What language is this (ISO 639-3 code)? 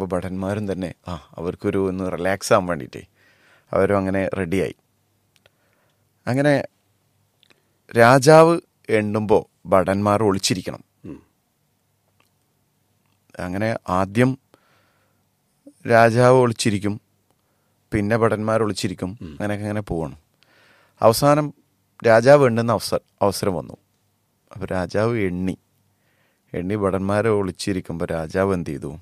mal